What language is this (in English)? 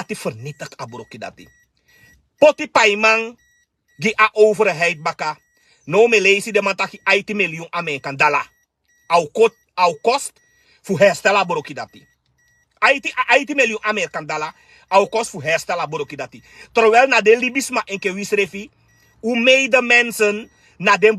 Sranan Tongo